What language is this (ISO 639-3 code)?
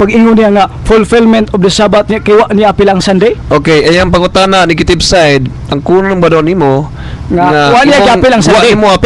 ceb